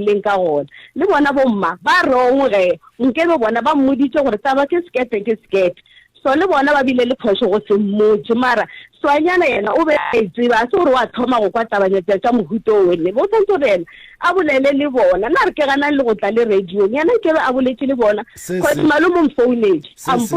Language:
Northern Sotho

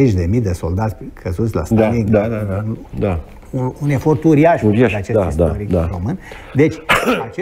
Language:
Romanian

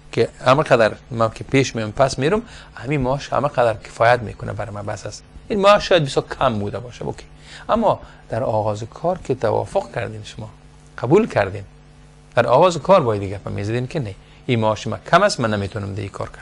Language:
Persian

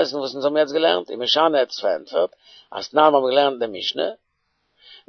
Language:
Yiddish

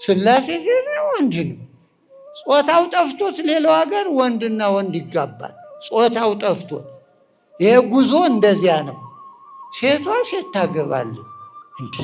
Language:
Amharic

